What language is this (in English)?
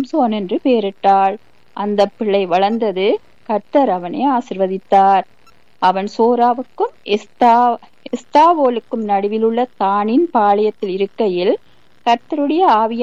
Tamil